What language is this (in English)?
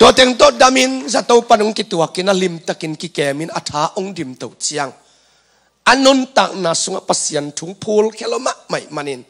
Tedim Chin